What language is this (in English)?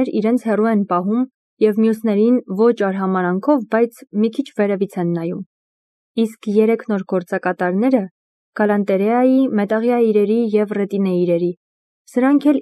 Armenian